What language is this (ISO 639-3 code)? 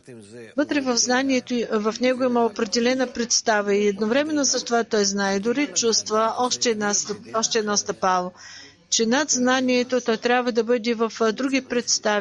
bul